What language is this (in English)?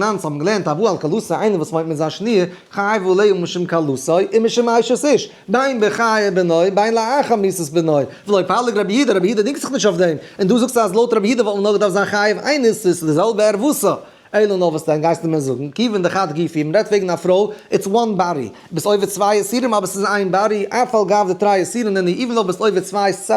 Yiddish